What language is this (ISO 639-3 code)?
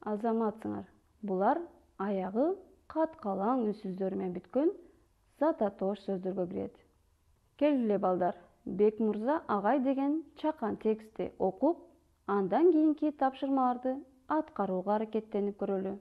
kir